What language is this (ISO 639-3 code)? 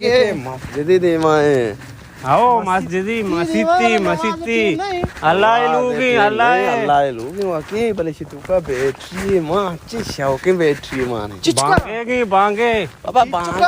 bal